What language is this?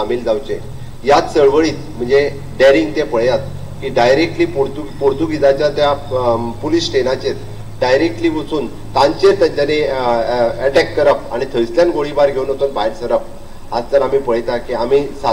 Konkani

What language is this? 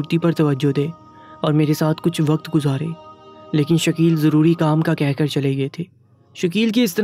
Urdu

